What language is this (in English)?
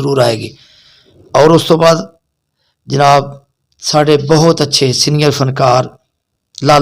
Western Panjabi